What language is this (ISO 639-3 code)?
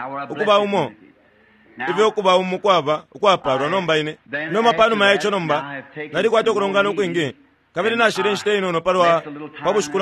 bem